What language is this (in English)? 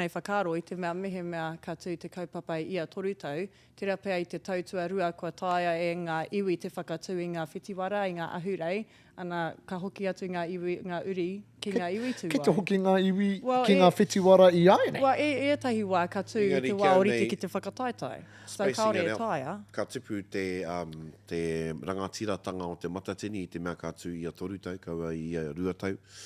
Māori